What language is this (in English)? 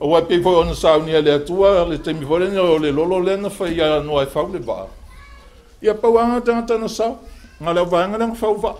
Samoan